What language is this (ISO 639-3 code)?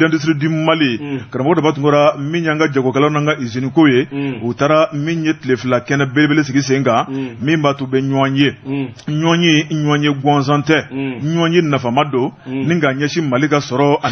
bam